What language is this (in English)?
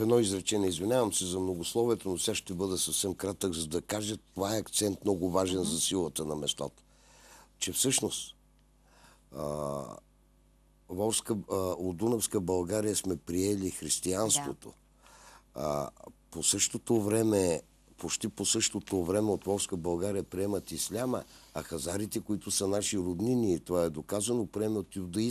Bulgarian